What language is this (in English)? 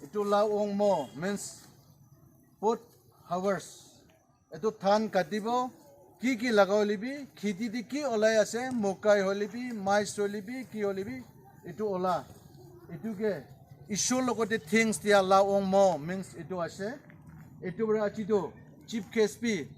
Naga Pidgin